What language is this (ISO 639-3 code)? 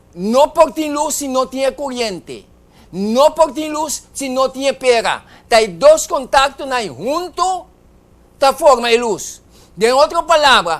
pap